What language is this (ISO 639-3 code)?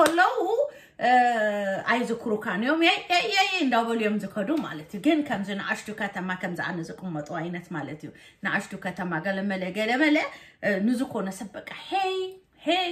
tir